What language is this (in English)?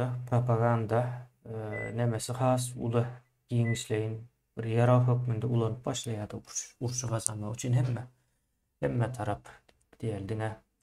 Turkmen